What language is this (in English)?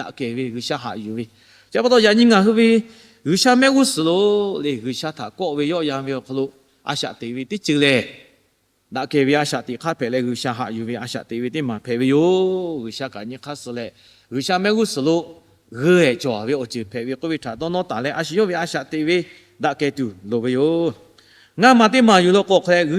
Lahu